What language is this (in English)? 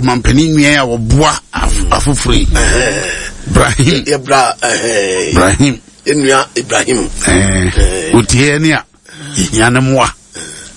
Akan